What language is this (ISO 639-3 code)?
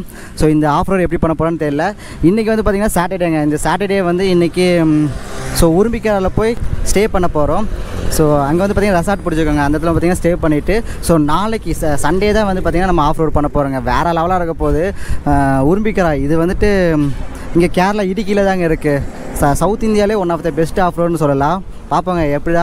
tam